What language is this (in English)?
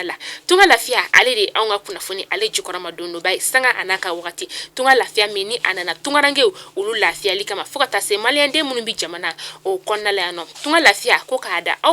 Bambara